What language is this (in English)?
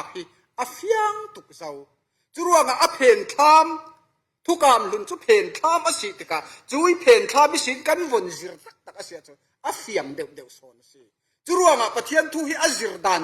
Falam Chin